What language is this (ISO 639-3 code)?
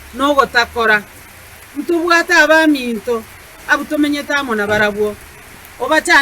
guz